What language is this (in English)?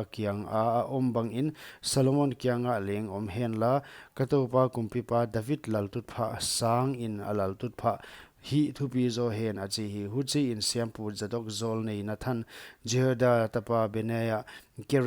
Paite Chin